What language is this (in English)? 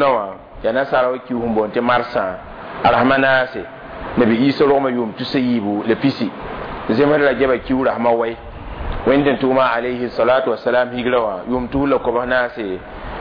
Mossi